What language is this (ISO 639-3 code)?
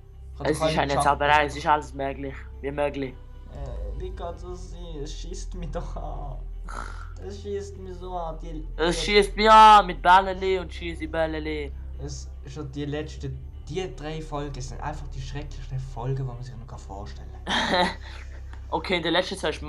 gsw